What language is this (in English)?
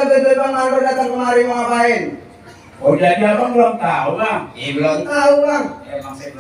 Betawi